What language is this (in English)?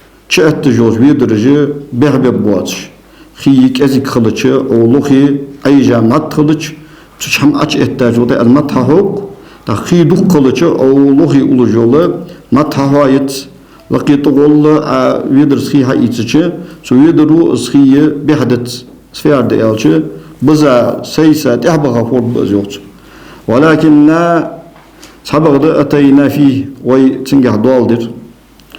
Ingush